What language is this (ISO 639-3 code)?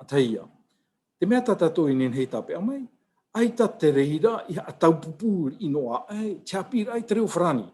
tah